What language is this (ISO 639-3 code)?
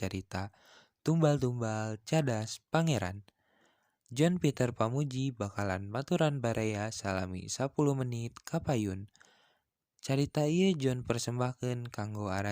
sun